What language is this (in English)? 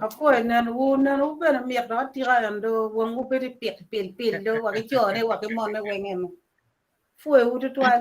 Acoli